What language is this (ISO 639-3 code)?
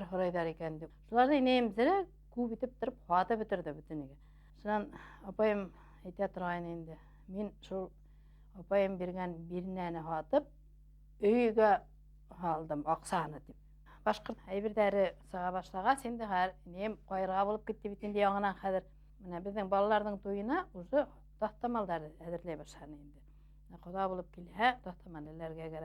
bak